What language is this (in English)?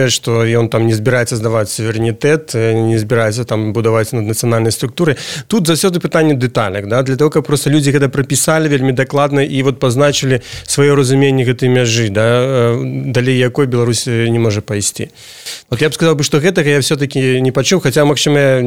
Belarusian